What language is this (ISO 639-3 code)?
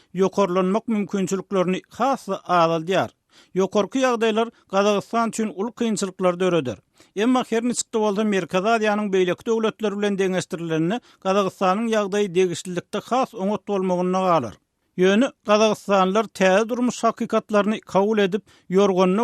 tuk